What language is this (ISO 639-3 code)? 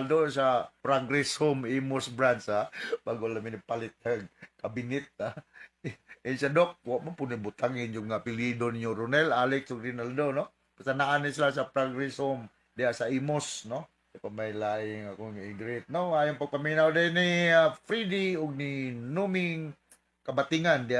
ceb